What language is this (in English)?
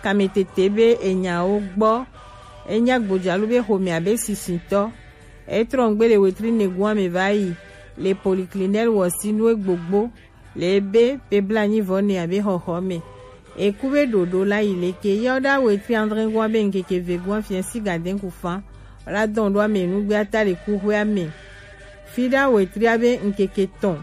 Gen